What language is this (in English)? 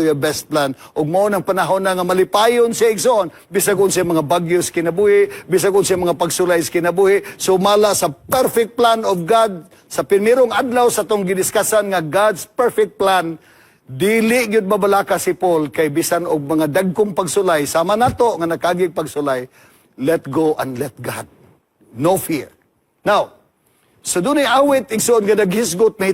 Cebuano